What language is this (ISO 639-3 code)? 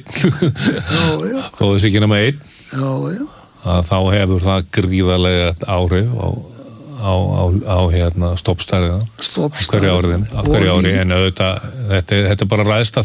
isl